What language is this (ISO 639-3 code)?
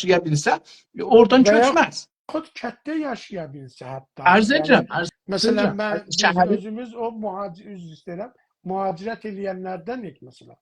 azb